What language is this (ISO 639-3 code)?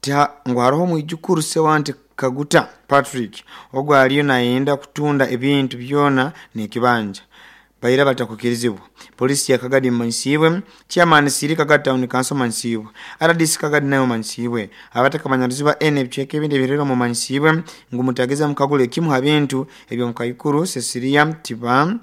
nyo